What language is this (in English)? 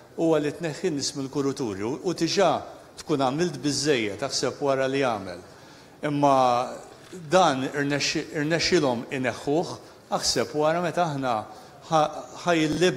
Maltese